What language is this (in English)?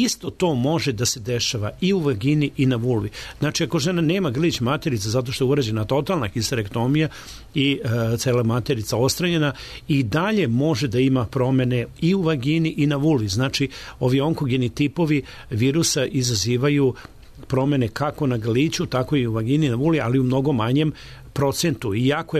Serbian